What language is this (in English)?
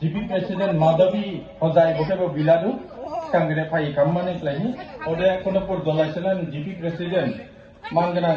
Dimasa